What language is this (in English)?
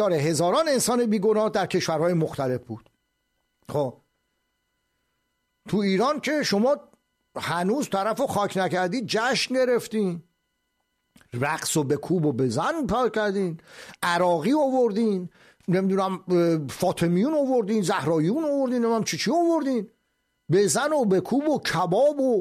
Persian